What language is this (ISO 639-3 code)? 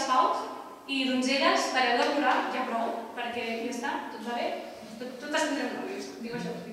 cat